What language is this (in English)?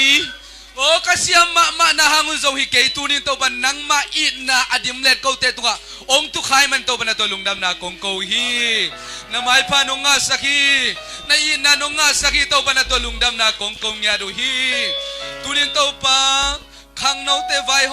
Tedim Chin